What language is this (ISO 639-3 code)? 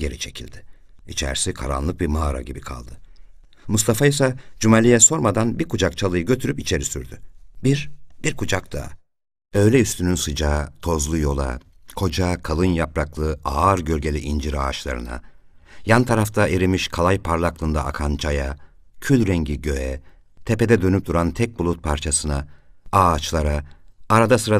tur